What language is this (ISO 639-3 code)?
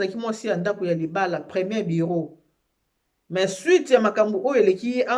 lin